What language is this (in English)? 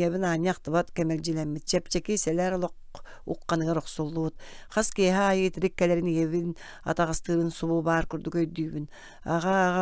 Yakut